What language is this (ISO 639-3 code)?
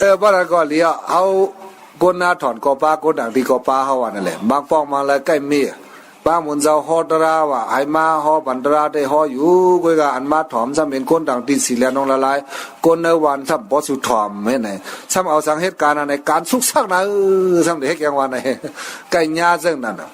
shn